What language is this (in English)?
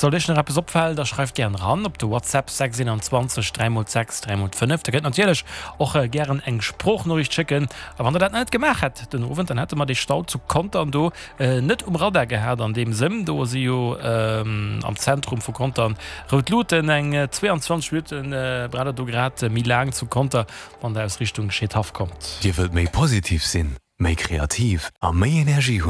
Luxembourgish